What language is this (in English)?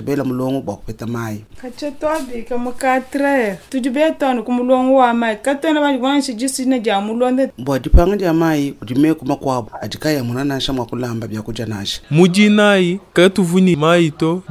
Luba-Lulua